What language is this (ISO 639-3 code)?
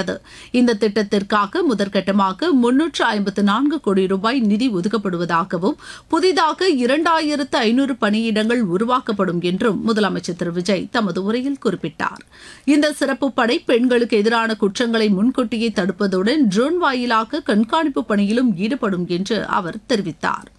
tam